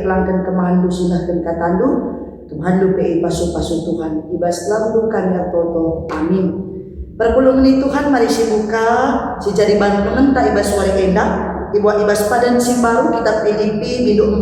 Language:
Batak Karo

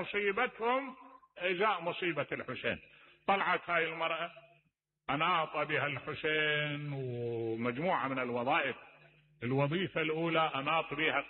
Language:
Mesopotamian Arabic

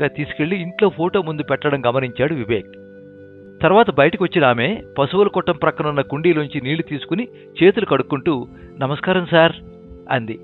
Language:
Telugu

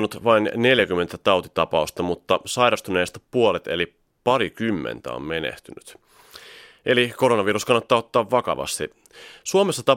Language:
Finnish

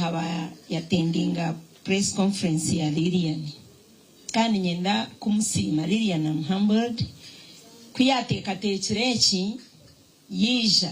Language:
Nyankole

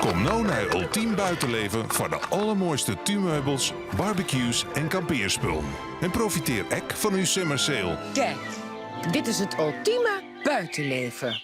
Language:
Western Frisian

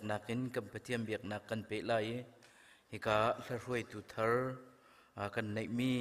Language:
Hakha Chin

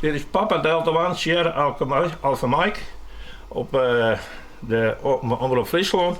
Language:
Western Frisian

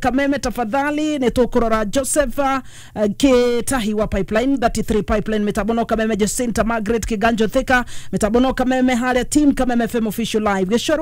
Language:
Kikuyu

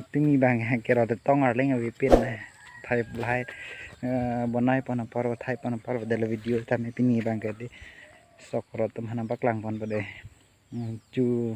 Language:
Karbi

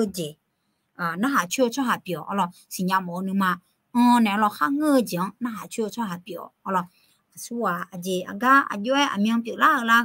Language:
Akha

